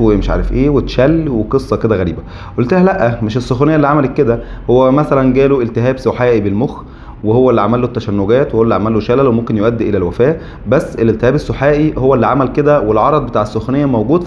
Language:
Egyptian Arabic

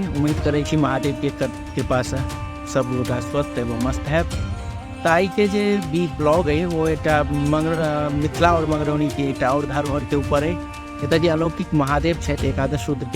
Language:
Maithili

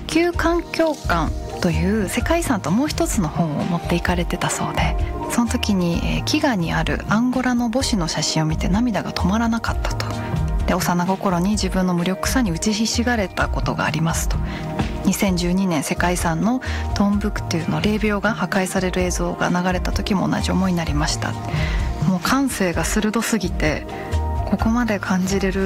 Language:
Japanese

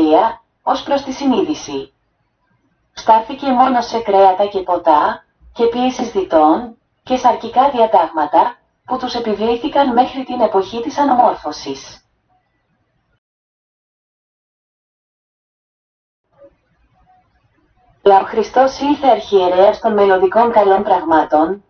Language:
Greek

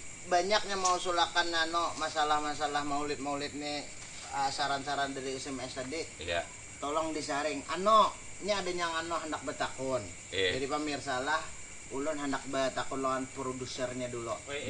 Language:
Banjar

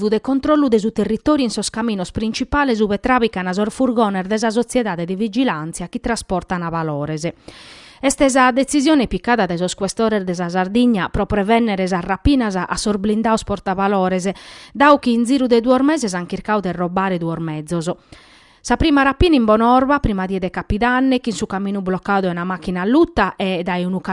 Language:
Sardinian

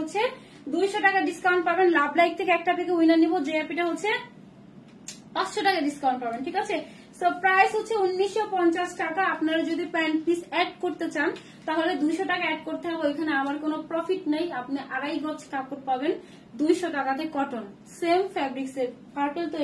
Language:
Bangla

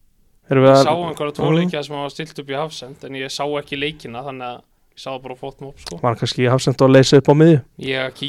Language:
Icelandic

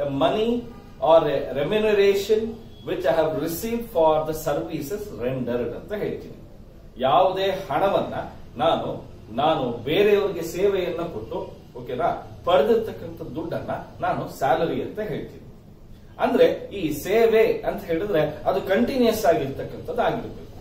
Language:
Kannada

